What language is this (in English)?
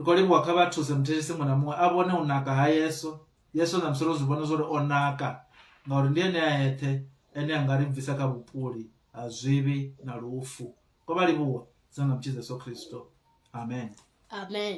Venda